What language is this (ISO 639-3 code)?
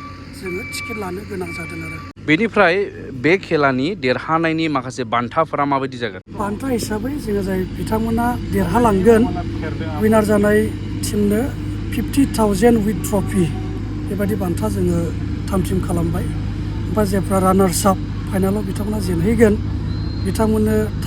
brx